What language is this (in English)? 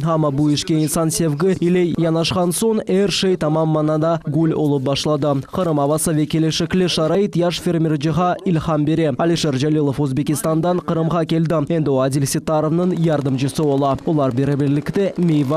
Crimean Tatar